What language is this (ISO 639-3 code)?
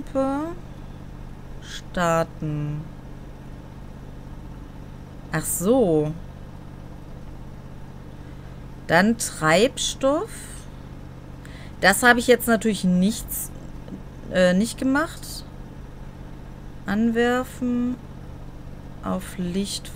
deu